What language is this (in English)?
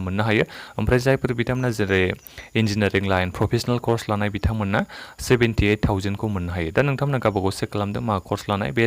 Bodo